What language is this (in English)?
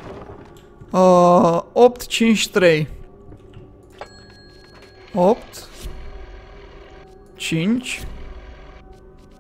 Romanian